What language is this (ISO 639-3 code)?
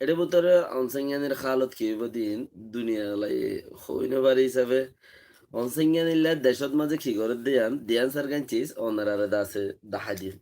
rhg